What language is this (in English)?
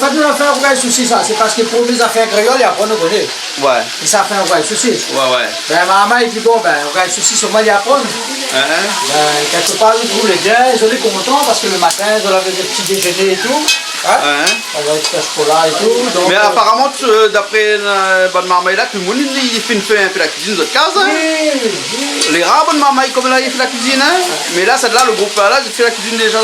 Réunion Creole French